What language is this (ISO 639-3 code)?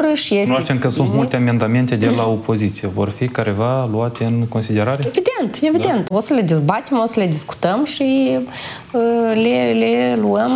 ron